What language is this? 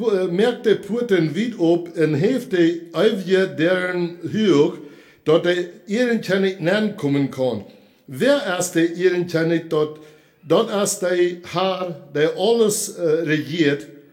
Plautdietsch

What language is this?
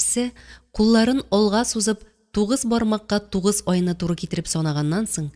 Tatar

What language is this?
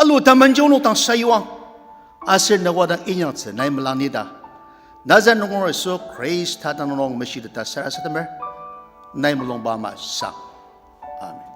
Ao Naga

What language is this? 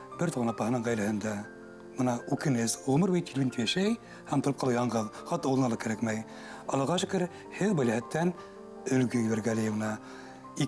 Bashkir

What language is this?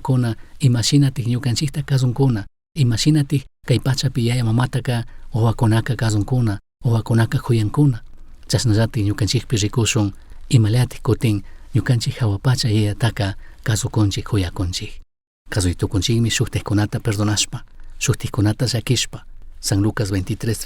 Chimborazo Highland Quichua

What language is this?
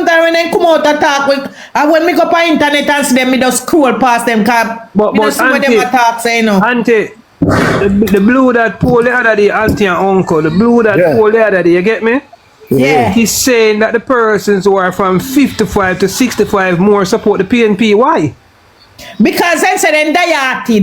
Jamaican Creole English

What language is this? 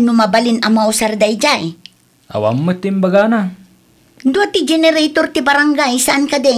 Iloko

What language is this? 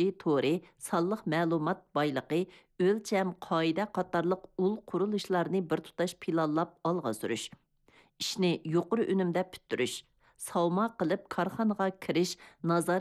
Uyghur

